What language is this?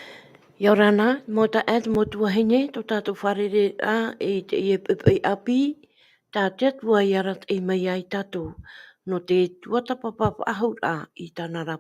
Tahitian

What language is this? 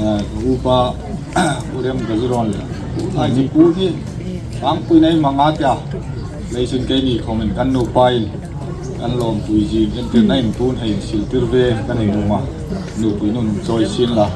Hmar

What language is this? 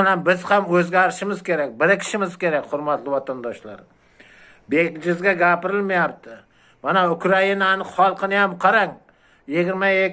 Uzbek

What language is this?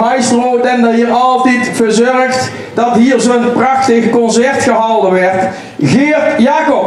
Limburgish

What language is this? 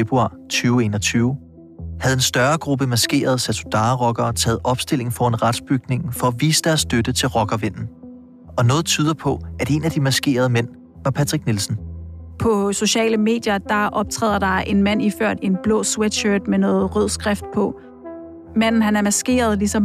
Danish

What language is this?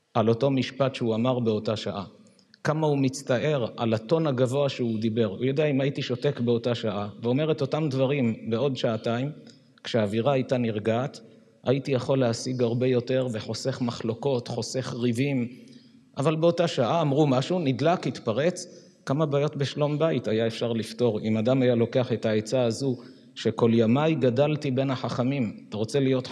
Hebrew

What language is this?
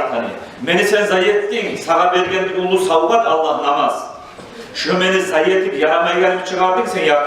Kumyk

